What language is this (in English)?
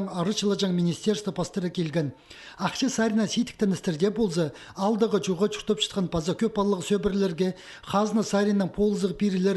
Khakas